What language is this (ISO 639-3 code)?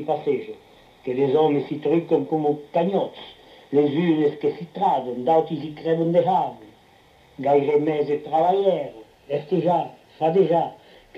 oci